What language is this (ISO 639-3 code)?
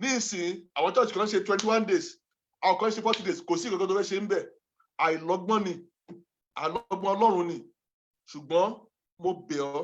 yor